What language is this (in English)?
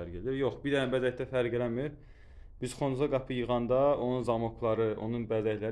Azerbaijani